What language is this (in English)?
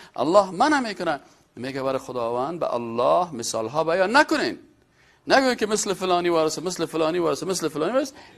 Persian